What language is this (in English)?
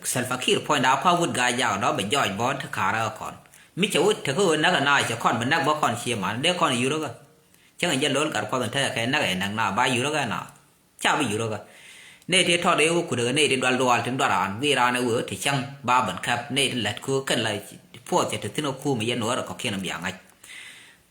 Nuer